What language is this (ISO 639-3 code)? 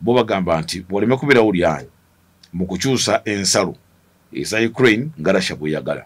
lug